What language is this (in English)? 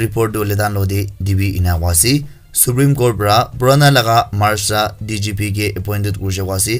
Naga Pidgin